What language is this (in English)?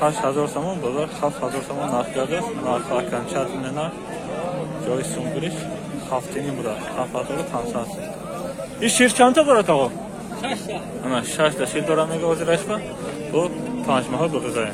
Tajik